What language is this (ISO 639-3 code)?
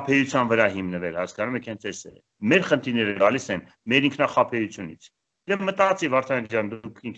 hye